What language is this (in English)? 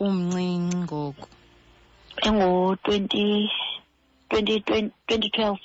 Xhosa